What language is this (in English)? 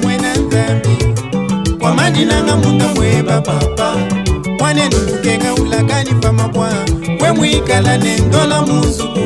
Luba-Lulua